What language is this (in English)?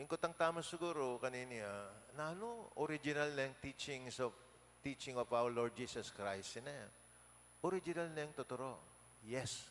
Pampanga